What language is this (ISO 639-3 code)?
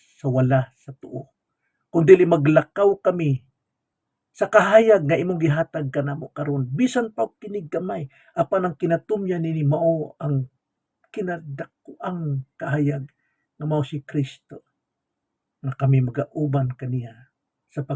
ceb